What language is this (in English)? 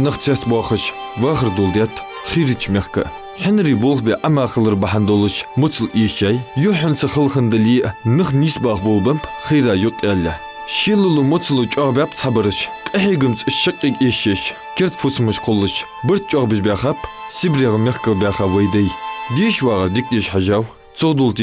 Ingush